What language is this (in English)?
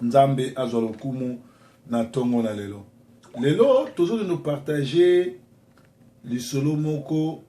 Lingala